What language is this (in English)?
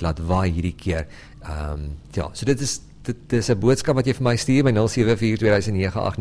Afrikaans